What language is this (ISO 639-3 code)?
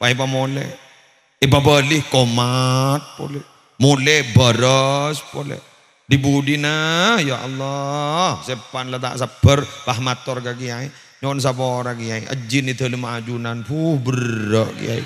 mad